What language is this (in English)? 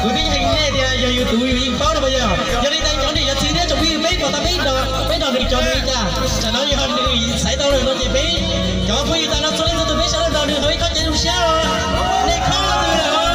Hmong